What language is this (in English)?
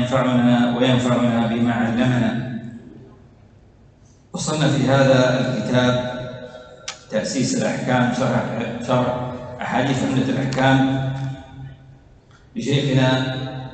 Arabic